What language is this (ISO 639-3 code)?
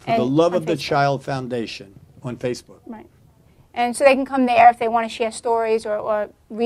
eng